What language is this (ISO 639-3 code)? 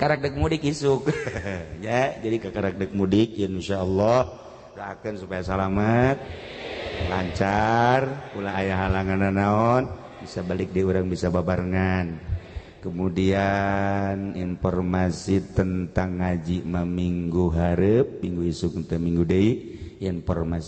sun